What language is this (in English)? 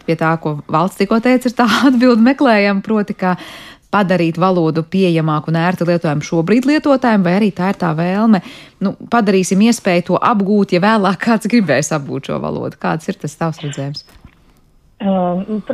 Latvian